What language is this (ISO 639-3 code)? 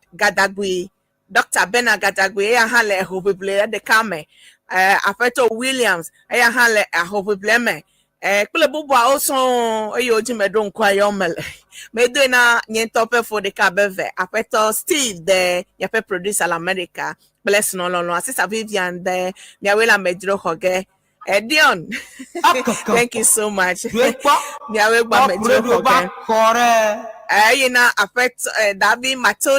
ewe